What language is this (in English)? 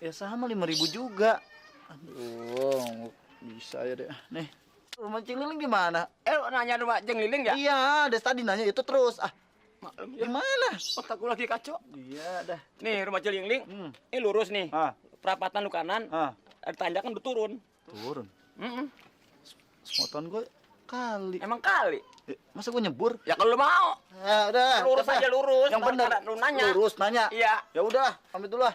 Betawi